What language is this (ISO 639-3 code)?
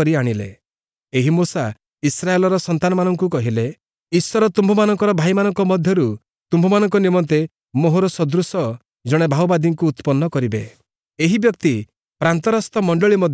ori